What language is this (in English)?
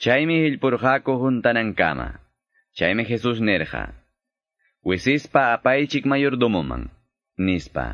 Quechua